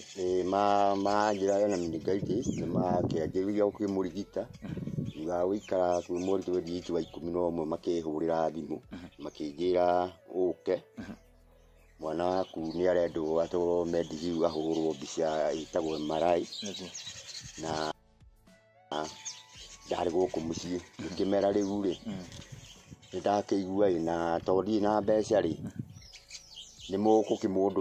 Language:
Kikuyu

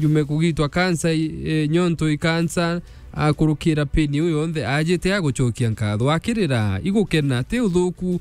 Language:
Meru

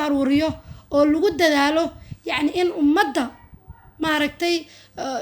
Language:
Somali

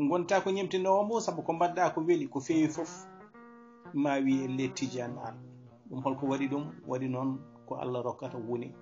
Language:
Fula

